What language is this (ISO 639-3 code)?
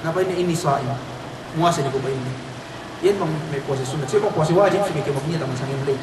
yka